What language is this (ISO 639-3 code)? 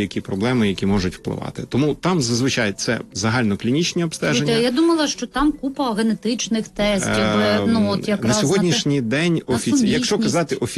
ukr